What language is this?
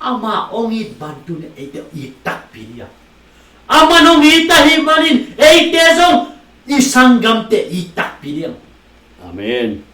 Tedim Chin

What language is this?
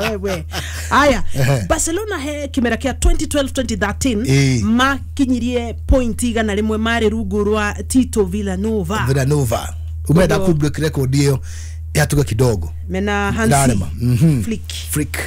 Kikuyu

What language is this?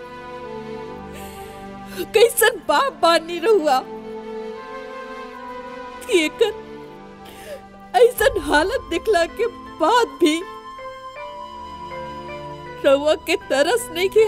Bhojpuri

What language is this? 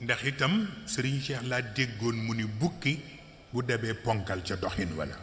Wolof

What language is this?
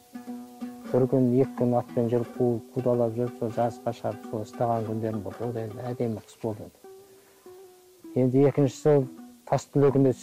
Kazakh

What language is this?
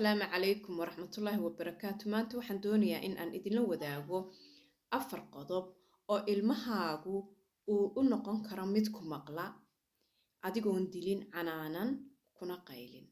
Somali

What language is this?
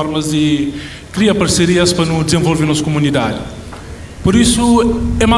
Kabuverdianu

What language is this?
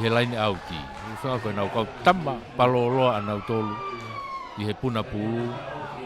Tongan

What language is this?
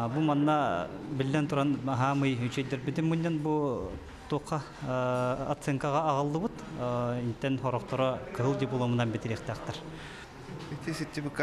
Yakut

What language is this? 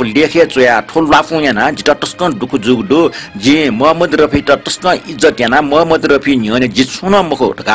Newari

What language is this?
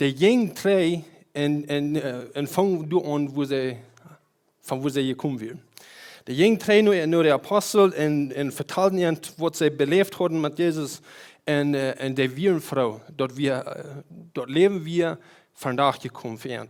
Plautdietsch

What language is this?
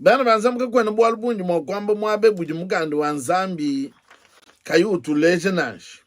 Luba-Lulua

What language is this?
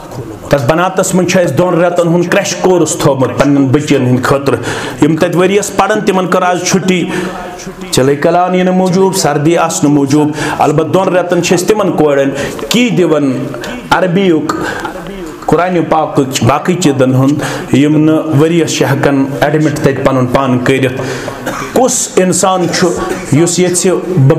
Kashmiri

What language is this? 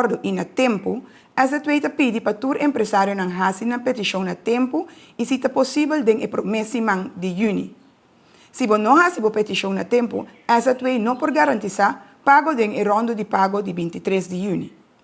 Papiamento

